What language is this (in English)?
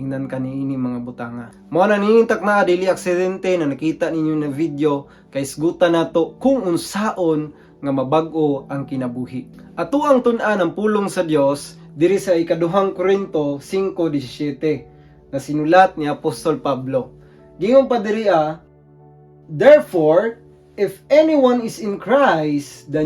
Cebuano